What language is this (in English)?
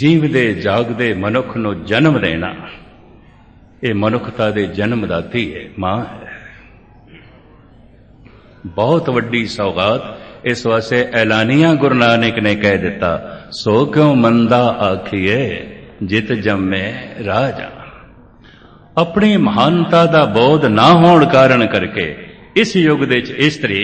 Punjabi